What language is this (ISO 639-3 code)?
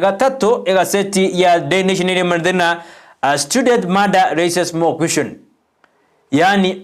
guz